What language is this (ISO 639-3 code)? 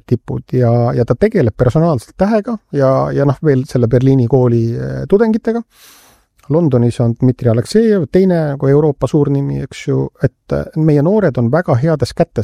est